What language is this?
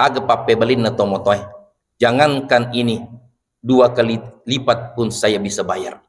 Buginese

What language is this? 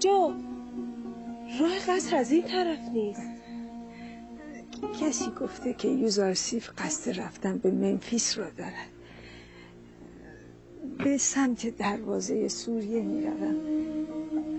Persian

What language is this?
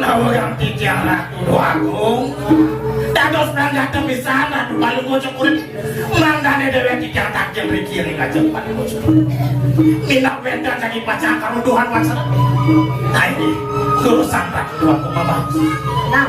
Balinese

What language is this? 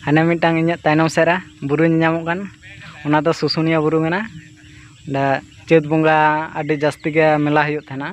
Santali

